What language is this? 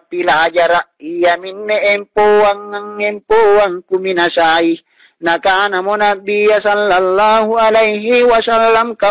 Makasar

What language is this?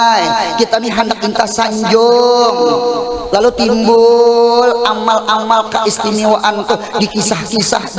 Banjar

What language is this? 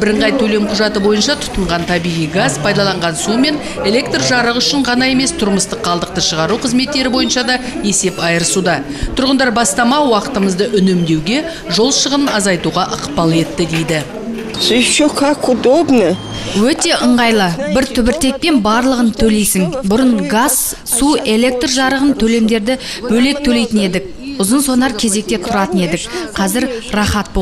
Kazakh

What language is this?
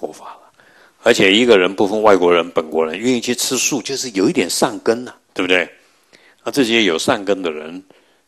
Chinese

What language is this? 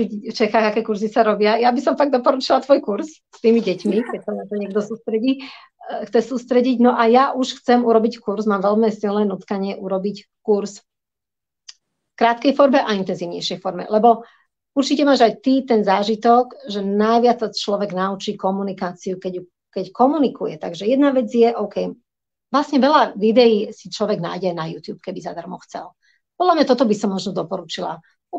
Slovak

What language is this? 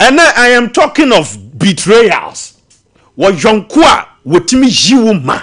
Akan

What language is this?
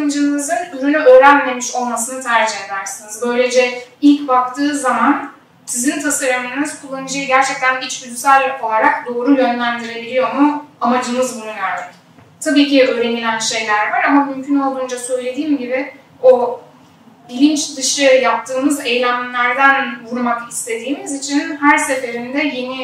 Turkish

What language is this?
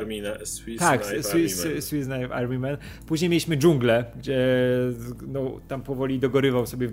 Polish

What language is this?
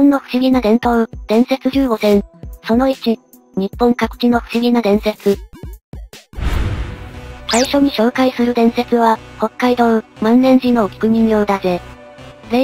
Japanese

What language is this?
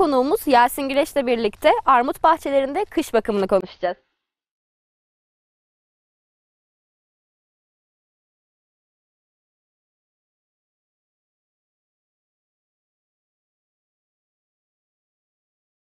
Turkish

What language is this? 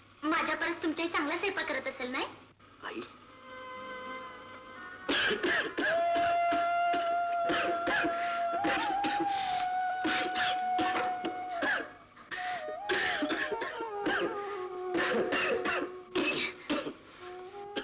Marathi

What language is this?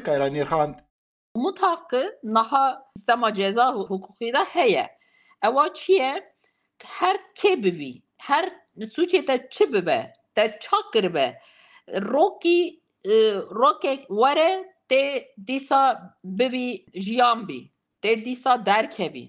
Kurdish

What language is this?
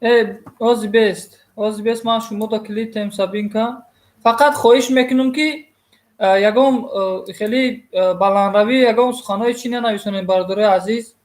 Tajik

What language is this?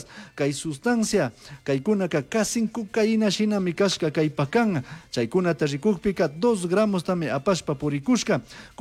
Chimborazo Highland Quichua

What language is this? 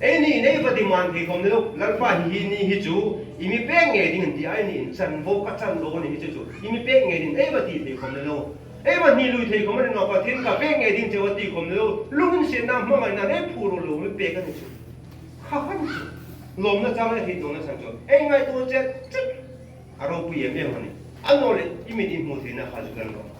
Hmar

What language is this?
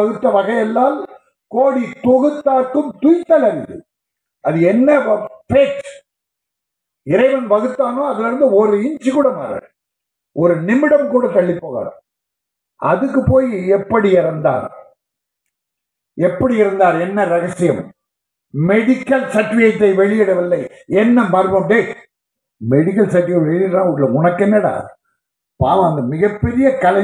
Tamil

